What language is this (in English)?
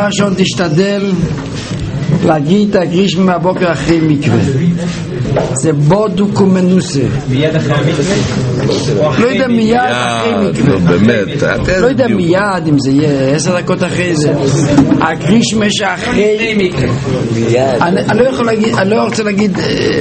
Hebrew